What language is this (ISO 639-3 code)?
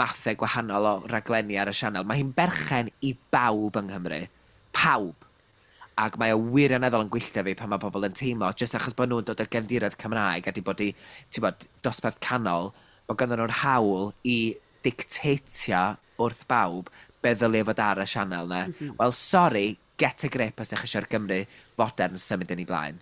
cym